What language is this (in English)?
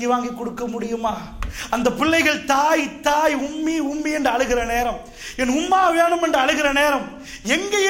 Tamil